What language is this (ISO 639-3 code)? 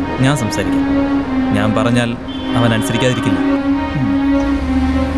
mal